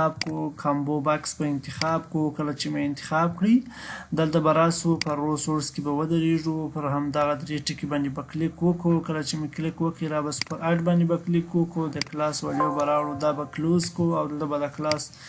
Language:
Pashto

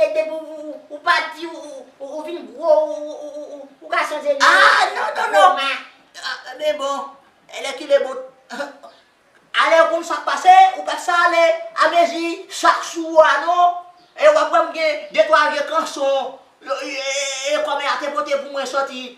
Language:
Haitian Creole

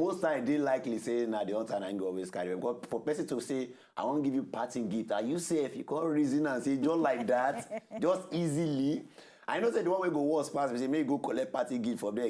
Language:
Nigerian Pidgin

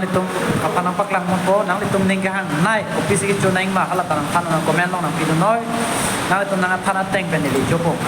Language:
Karbi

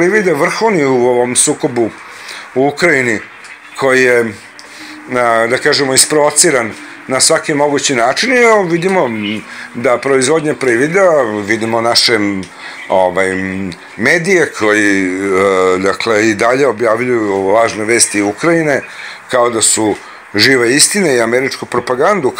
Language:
Serbian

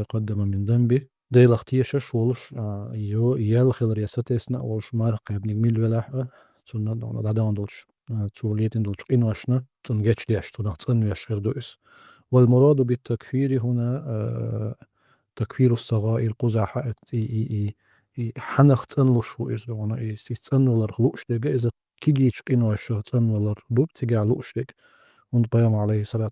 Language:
Chechen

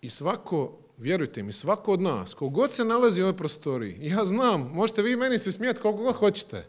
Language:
Croatian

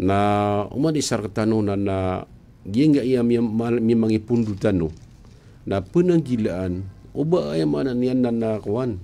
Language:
Maranao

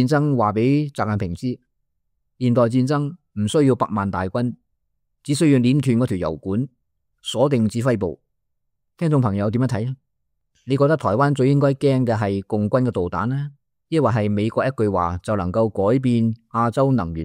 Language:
Cantonese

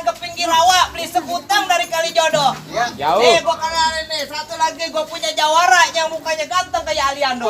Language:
Betawi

